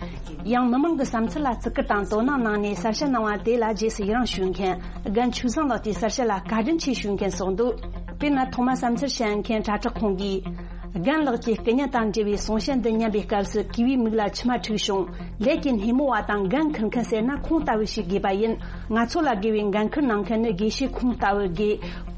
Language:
Tibetan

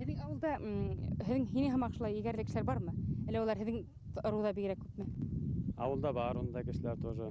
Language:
Bashkir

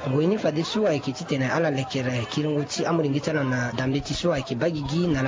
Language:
Sango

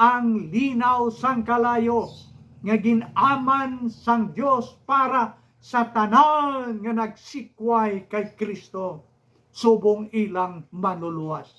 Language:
Hiligaynon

